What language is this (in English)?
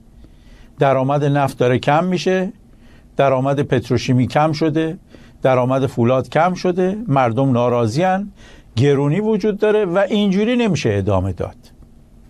Persian